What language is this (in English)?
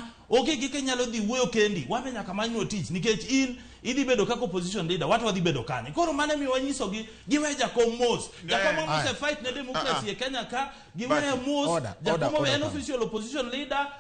Luo (Kenya and Tanzania)